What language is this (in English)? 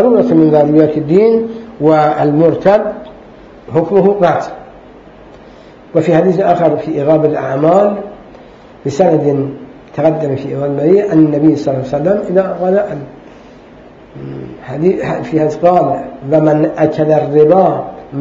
Arabic